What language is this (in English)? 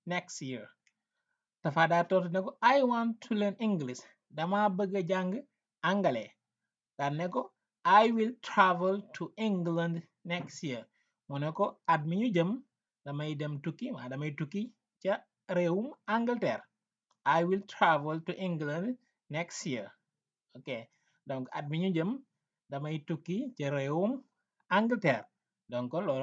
Wolof